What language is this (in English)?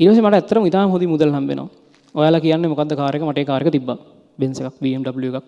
Sinhala